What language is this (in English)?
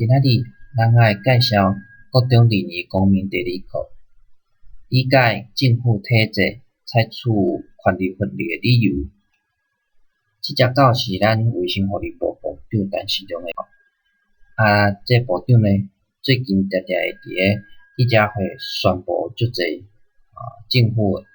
Min Nan Chinese